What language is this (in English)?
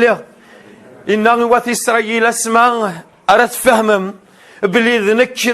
Kabyle